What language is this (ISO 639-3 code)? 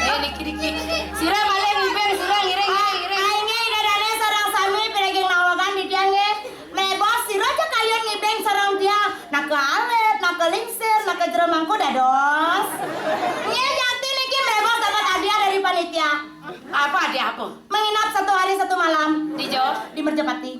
ban